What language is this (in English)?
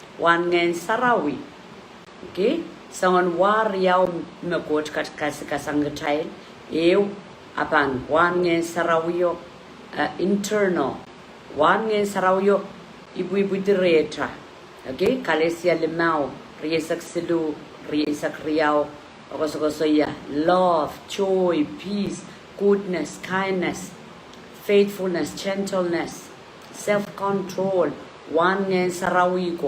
Pohnpeian